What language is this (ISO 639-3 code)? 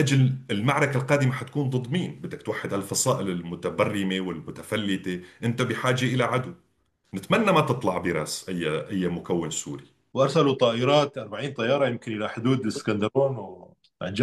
apc